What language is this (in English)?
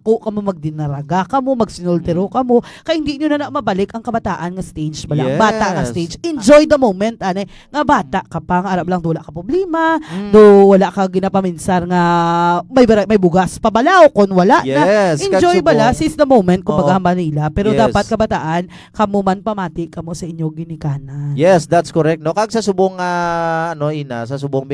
Hiligaynon